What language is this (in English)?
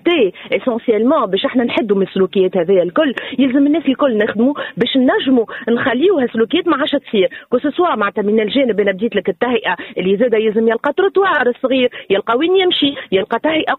Tunisian Arabic